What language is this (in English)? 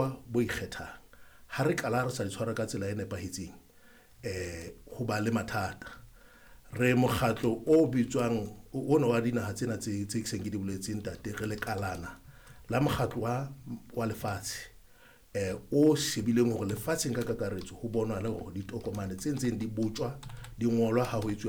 Southern Sotho